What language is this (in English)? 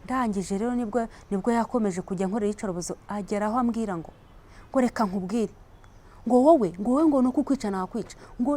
Kinyarwanda